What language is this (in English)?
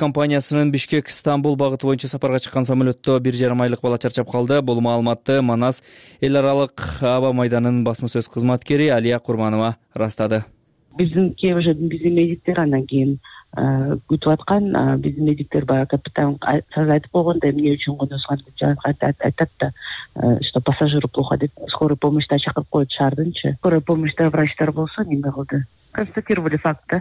Kyrgyz